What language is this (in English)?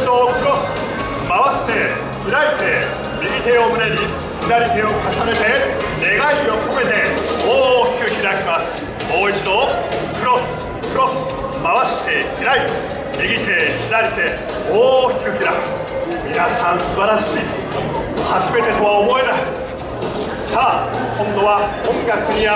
Japanese